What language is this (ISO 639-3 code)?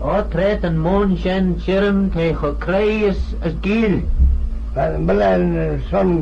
glv